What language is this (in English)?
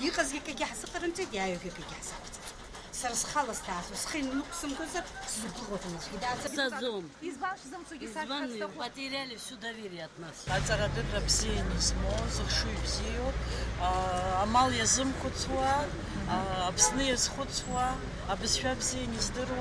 Abkhazian